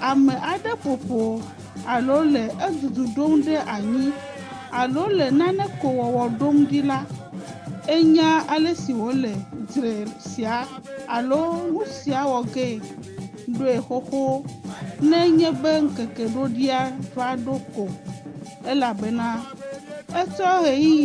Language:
Ewe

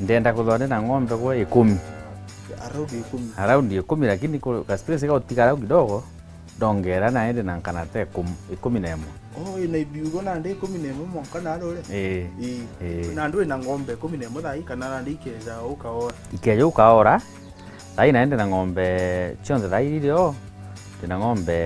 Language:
Meru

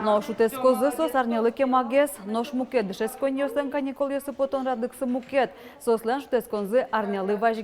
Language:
Udmurt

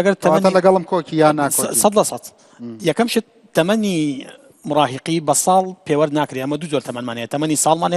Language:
Central Kurdish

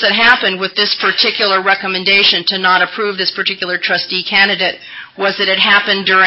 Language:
English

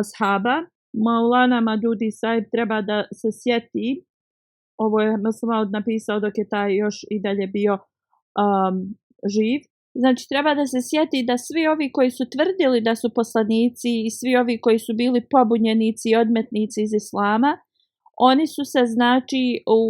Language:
Bosnian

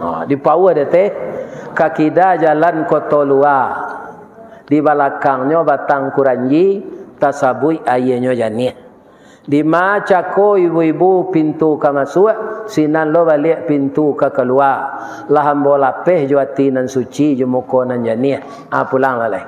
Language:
Minangkabau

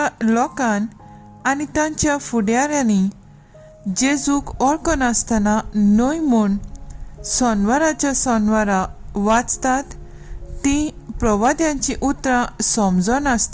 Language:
Konkani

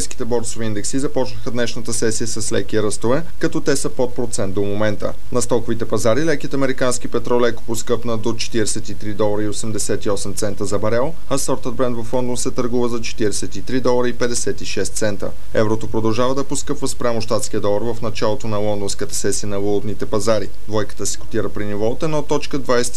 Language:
Bulgarian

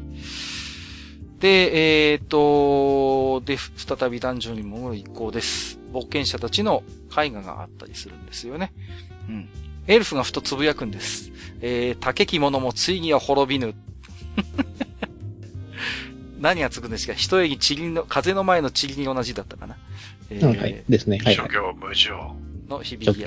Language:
Japanese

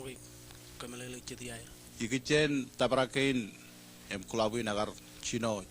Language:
Marshallese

